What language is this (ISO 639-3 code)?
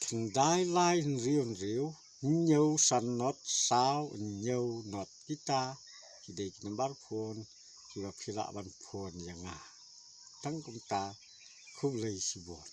kha